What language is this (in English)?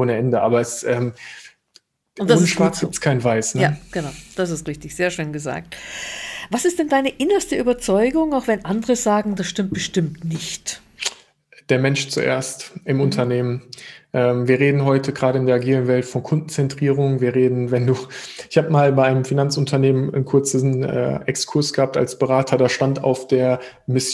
German